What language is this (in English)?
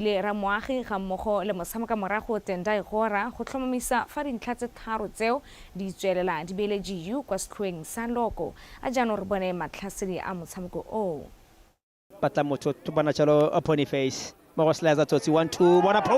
Tswana